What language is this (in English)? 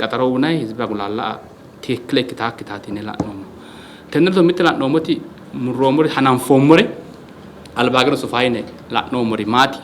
Sidamo